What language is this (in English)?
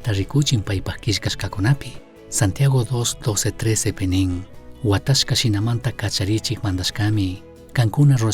Chimborazo Highland Quichua